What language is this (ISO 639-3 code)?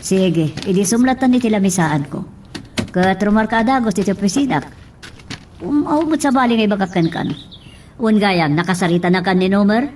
ilo